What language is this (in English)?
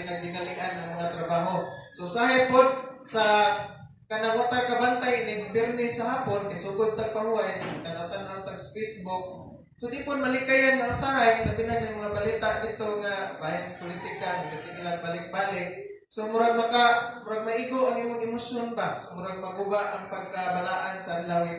Cebuano